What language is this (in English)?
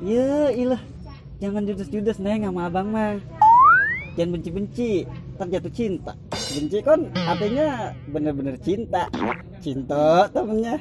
Betawi